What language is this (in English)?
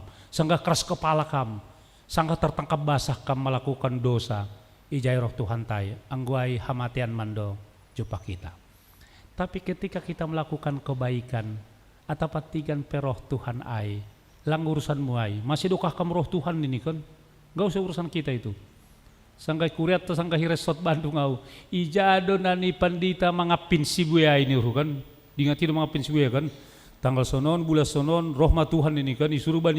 Batak Simalungun